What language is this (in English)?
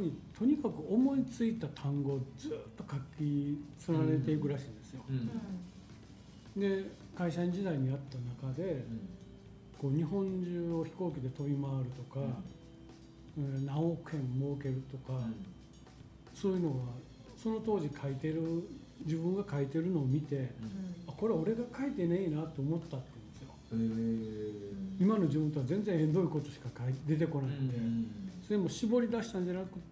Japanese